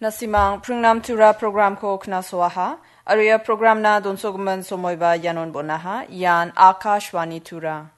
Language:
Garo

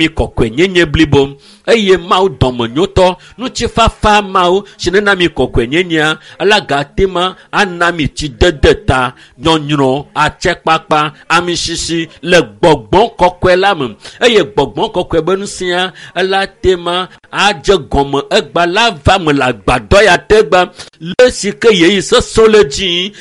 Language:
Ewe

